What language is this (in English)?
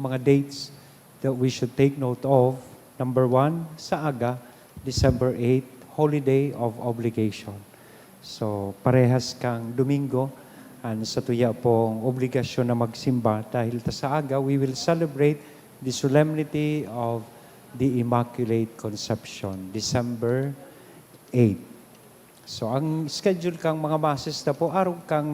Bikol